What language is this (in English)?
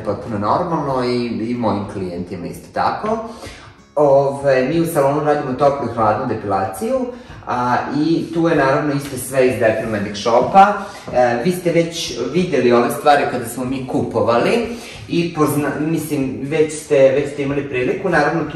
Serbian